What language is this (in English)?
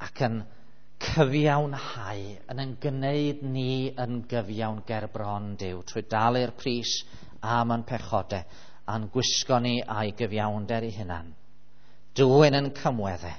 Welsh